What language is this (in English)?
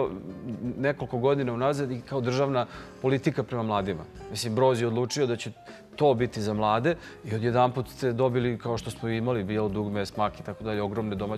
Serbian